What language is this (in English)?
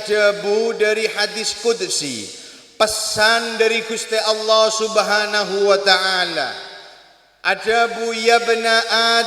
Madurese